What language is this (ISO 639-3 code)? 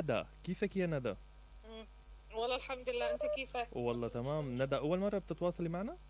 acm